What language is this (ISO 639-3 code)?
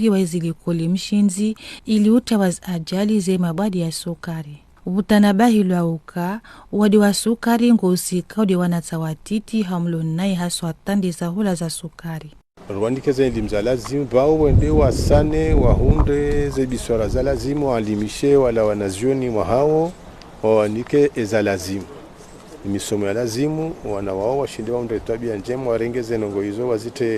zdj